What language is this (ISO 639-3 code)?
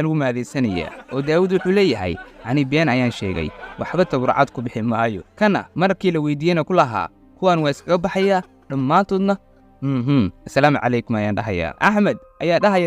som